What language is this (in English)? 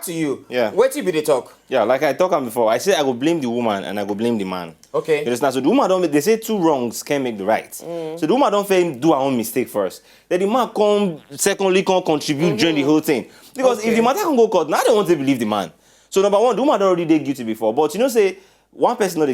Nigerian Pidgin